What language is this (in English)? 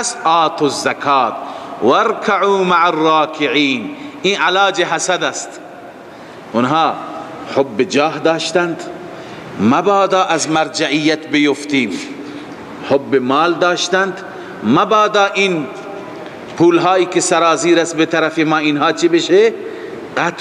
Persian